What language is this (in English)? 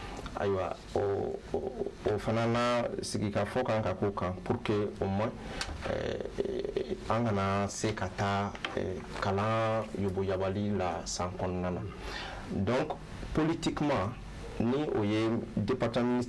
Bambara